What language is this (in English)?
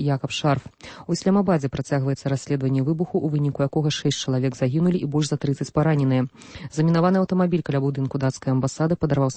Belarusian